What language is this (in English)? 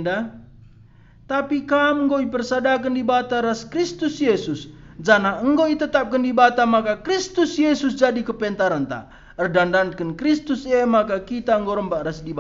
Batak Karo